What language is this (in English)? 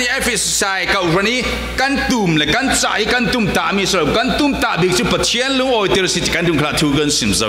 Falam Chin